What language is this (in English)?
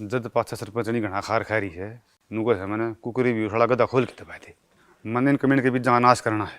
Haryanvi